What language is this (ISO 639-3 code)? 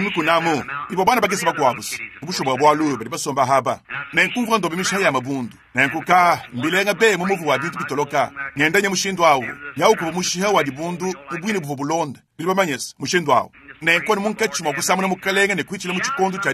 lua